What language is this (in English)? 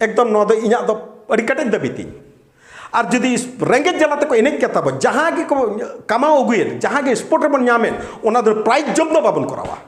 Santali